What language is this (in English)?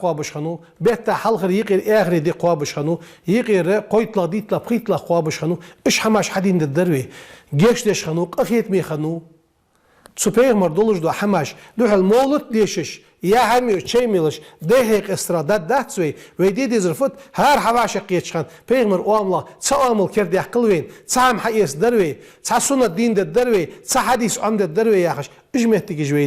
Ingush